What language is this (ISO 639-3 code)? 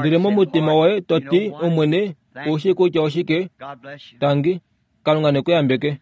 kua